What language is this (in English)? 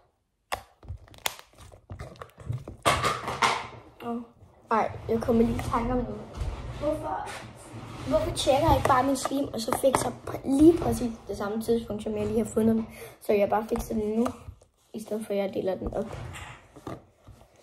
Danish